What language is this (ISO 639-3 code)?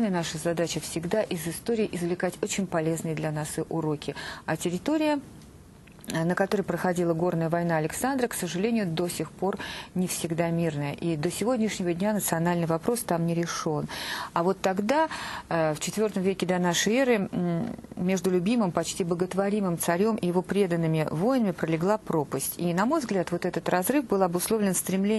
rus